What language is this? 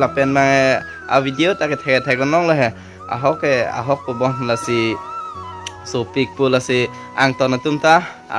Karbi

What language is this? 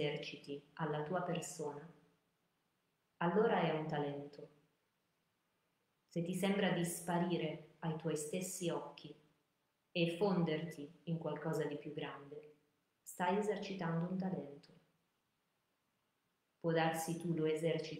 Italian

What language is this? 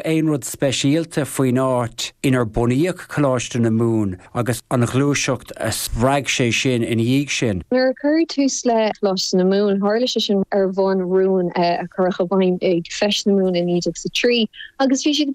Irish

